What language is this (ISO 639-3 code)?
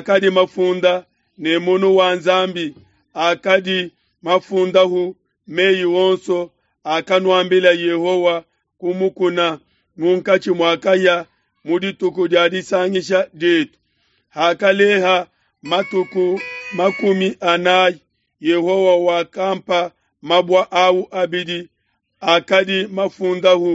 lua